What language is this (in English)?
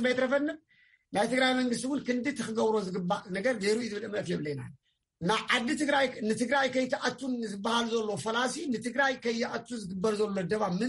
Tigrinya